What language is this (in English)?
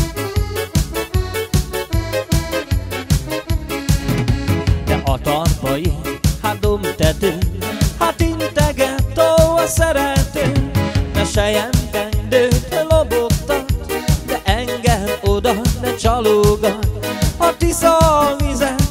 Hungarian